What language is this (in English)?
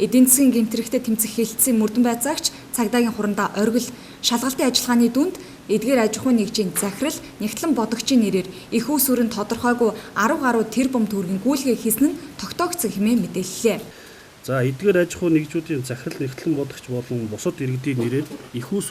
Mongolian